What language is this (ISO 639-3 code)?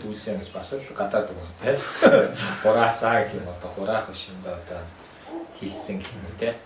mon